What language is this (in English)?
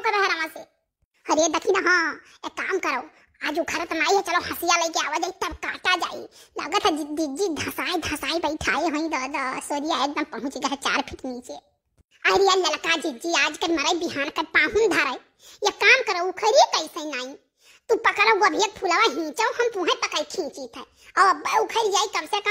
Awadhi